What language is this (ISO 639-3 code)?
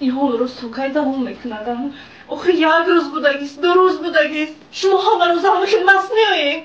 tgk